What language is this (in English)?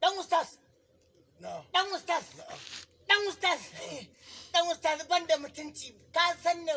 Hausa